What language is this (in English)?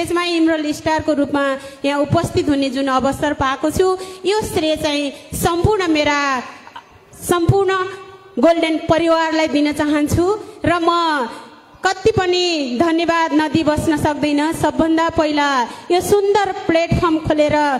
Nepali